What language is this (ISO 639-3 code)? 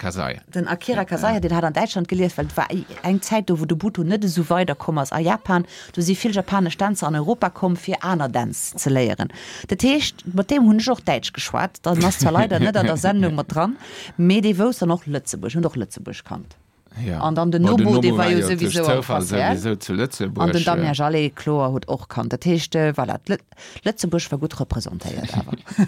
ltz